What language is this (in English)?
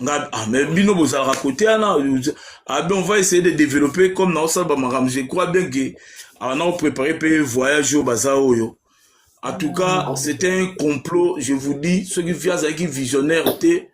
Lingala